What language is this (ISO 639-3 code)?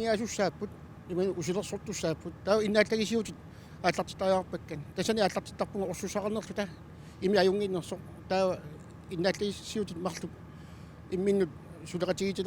kal